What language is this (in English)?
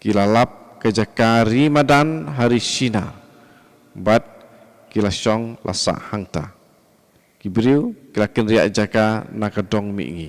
Khasi